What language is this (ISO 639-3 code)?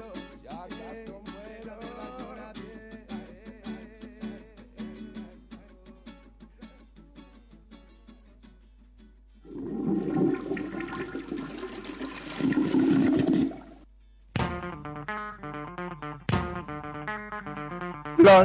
eus